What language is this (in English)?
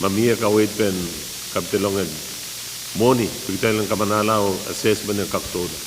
Pohnpeian